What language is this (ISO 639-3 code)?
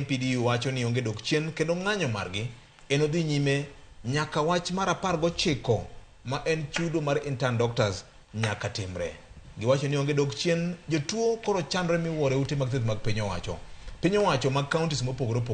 luo